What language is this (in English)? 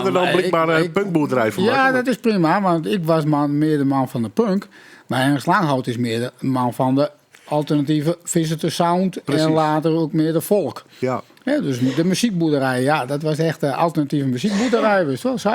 Western Frisian